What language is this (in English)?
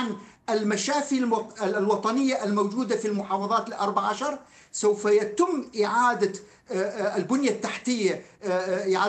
Arabic